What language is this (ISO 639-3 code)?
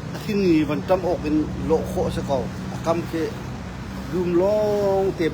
cnh